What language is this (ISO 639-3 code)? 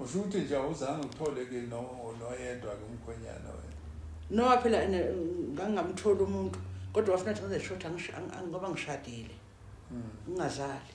zul